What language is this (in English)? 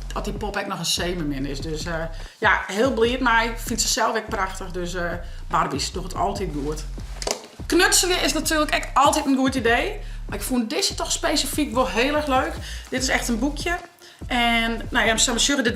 Western Frisian